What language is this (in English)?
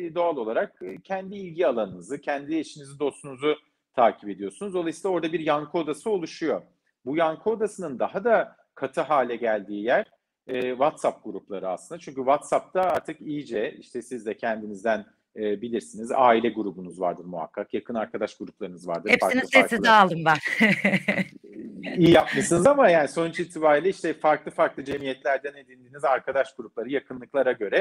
Turkish